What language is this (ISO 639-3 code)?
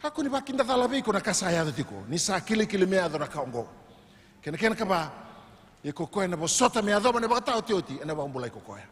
fij